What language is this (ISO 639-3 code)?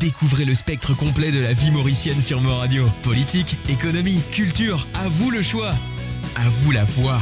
mfe